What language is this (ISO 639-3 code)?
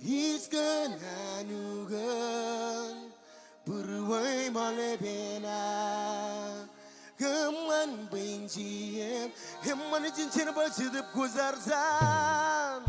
mah